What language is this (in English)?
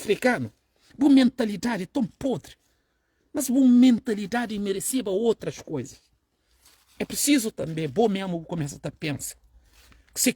Kabuverdianu